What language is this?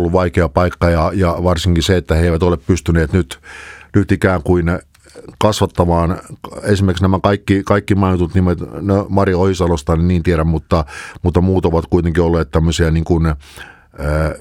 Finnish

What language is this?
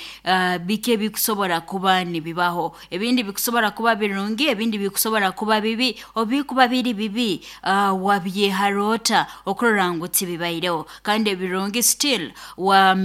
Nyankole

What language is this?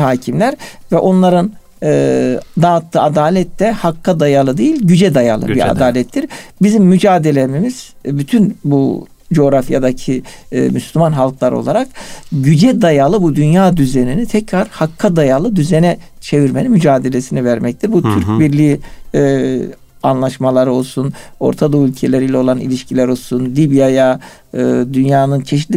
Turkish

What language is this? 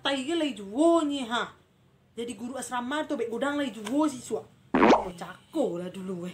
Minangkabau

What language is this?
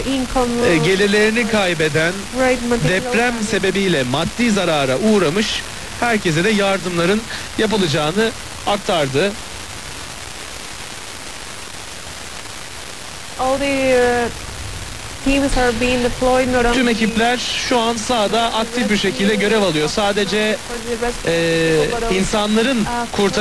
Turkish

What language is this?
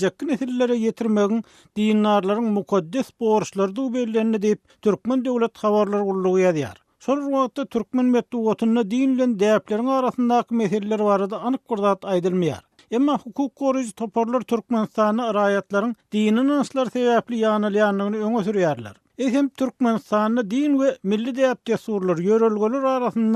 Turkmen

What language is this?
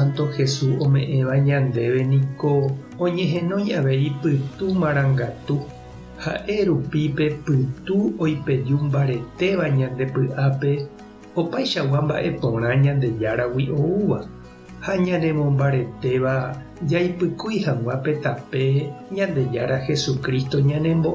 Guarani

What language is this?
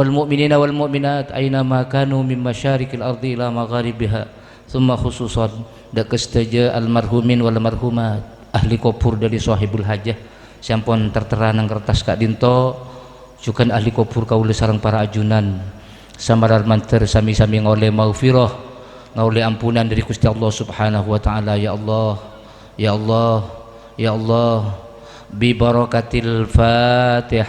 Madurese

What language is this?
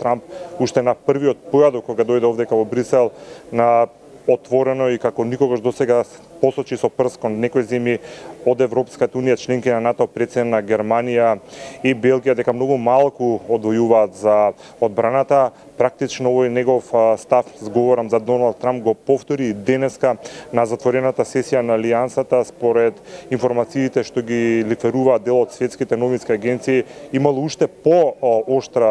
Macedonian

